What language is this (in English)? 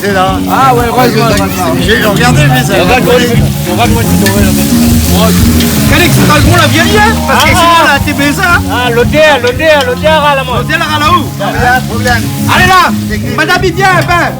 Réunion Creole French